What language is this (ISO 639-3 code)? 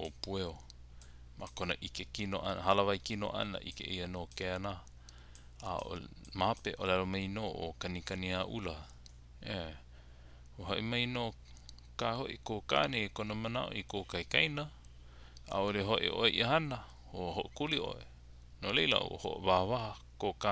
haw